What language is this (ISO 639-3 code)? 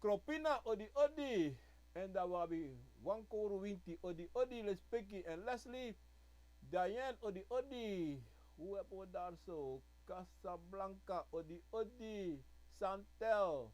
srn